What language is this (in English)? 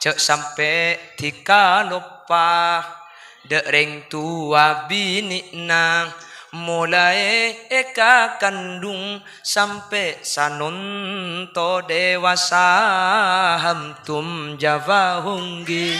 Madurese